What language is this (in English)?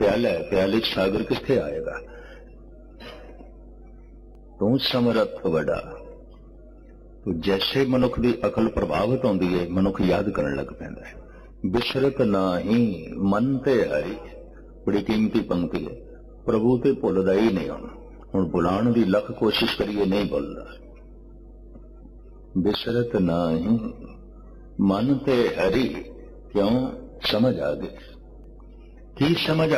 Punjabi